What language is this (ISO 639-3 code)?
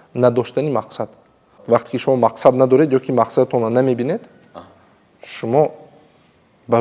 tgk